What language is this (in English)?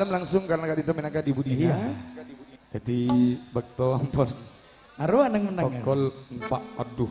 Madurese